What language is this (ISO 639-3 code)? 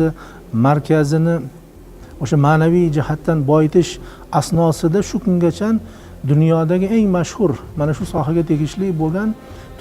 uzb